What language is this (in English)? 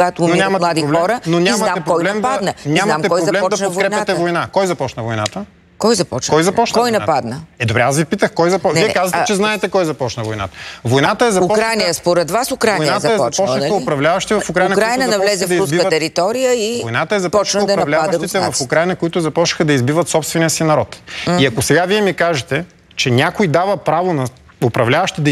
Bulgarian